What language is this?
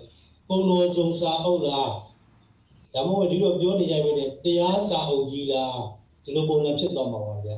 Burmese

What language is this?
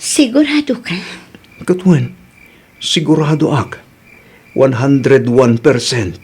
Iloko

